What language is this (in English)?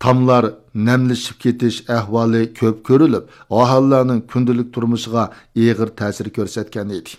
Uyghur